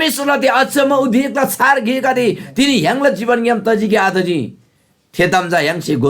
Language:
Eastern Tamang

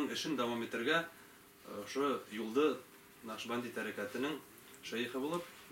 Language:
Bashkir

